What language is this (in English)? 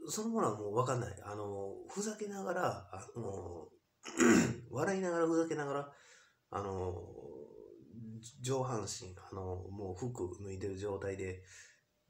Japanese